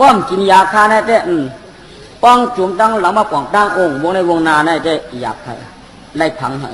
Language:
Shan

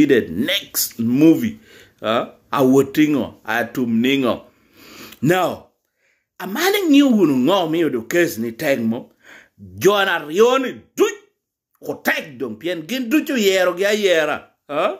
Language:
Lango (Uganda)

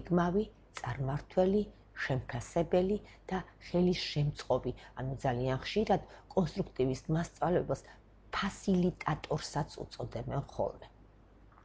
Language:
Georgian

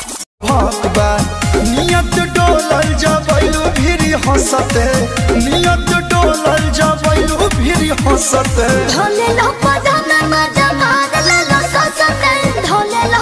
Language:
Bhojpuri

